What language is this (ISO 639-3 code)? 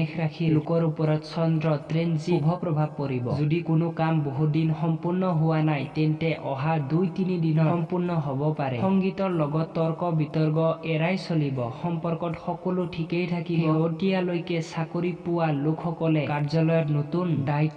asm